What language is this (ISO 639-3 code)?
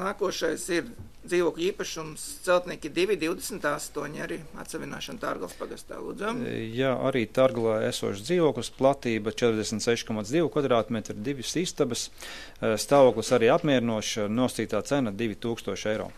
lav